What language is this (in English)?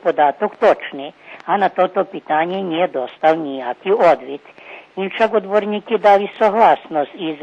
Rusyn